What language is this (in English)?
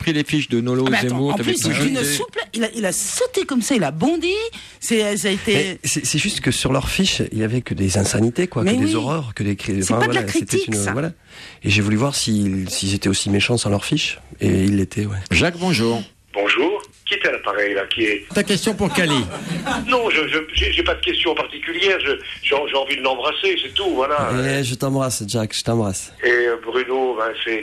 French